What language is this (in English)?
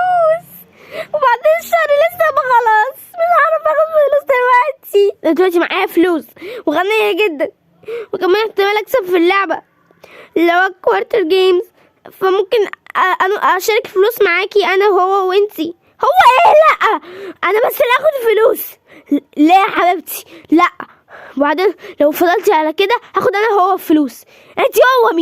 Egyptian Arabic